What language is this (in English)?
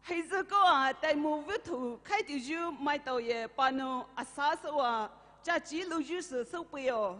Poumei Naga